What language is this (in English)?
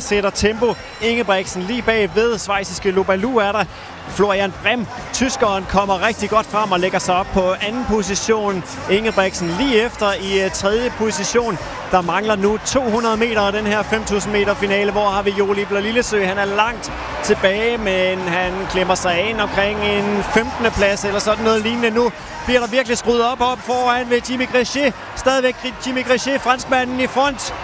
Danish